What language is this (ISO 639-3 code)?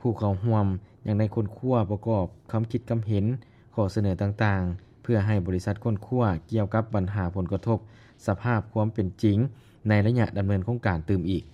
lao